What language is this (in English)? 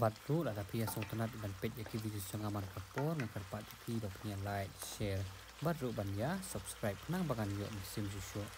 Khasi